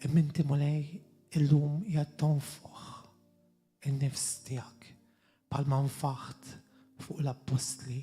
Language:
Maltese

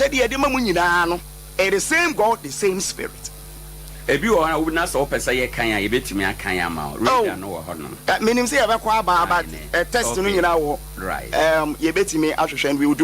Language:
Akan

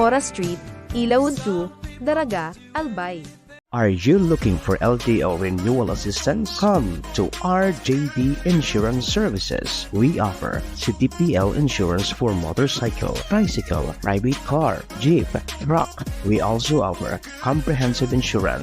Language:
Bikol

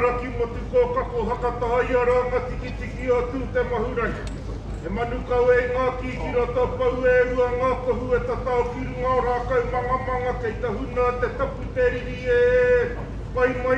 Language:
Māori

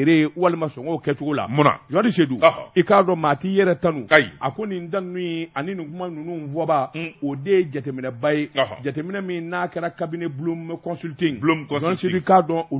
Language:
Bambara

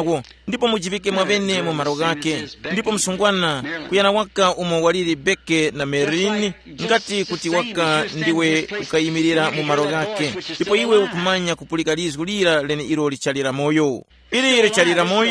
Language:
Tumbuka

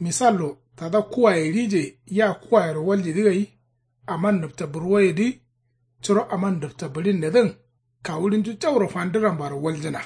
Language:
Kanuri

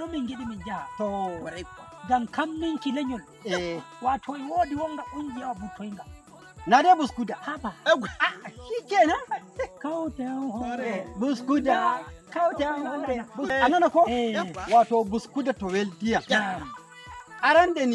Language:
Nigerian Fulfulde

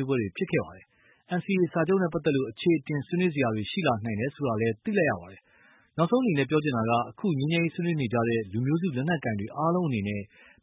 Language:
Burmese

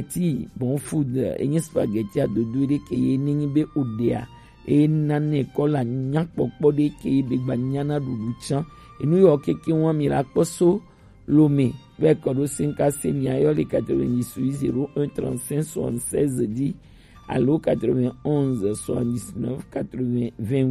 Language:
Gen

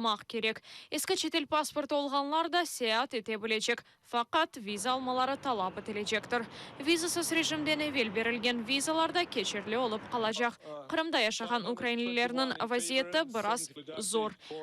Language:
Crimean Tatar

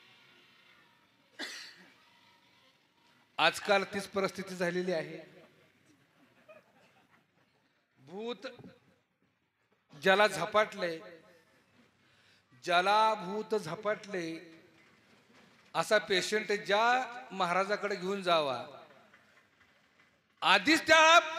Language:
Marathi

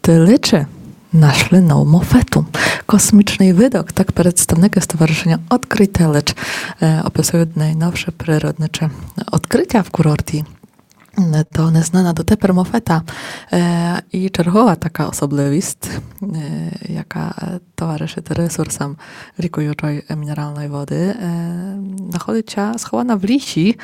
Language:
Rusyn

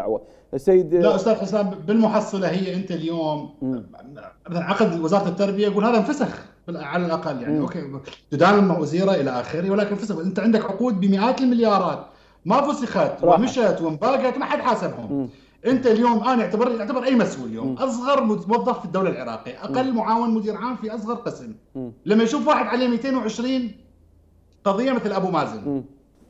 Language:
Mesopotamian Arabic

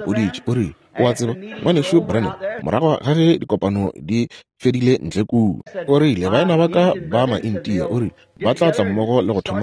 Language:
Northern Sotho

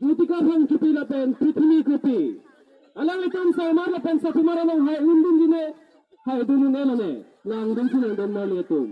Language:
Karbi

